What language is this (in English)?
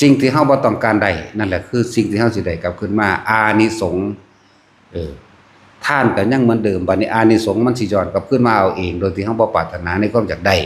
Northeastern Thai